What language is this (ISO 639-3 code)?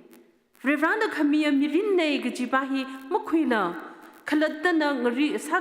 nmf